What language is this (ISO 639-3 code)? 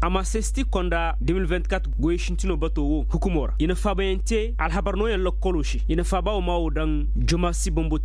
ses